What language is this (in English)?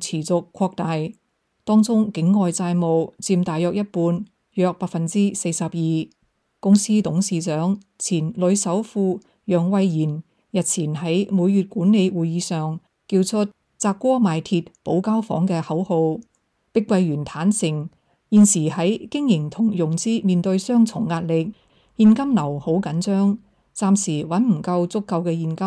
Cantonese